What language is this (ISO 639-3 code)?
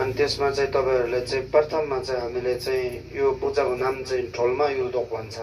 nep